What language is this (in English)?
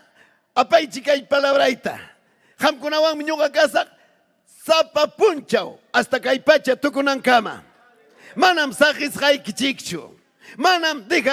Ayacucho Quechua